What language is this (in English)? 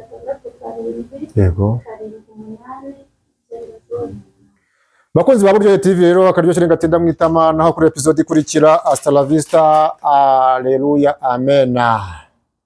Kinyarwanda